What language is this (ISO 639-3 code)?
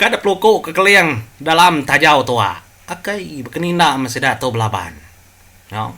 iba